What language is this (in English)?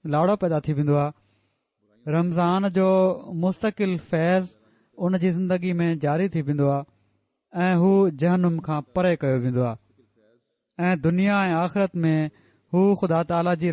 Sindhi